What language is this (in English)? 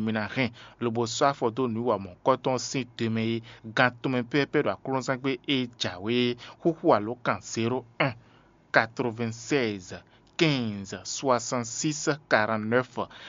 Fon